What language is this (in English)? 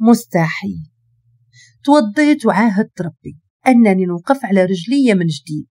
Moroccan Arabic